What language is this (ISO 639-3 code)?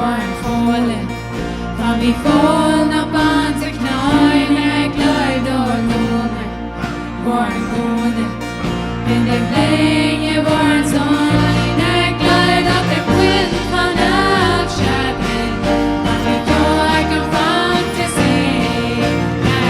pdt